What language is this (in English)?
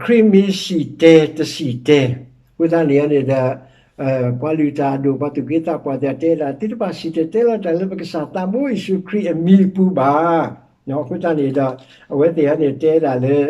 S'gaw Karen